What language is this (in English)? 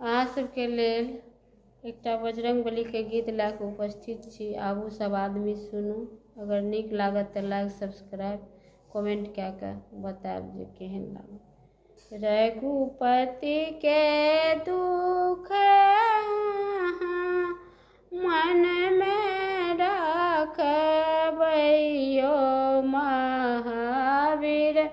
Maithili